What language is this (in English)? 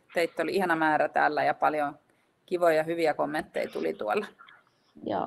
Finnish